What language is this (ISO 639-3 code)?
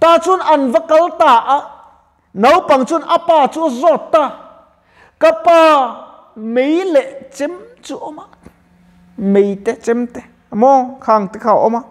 lus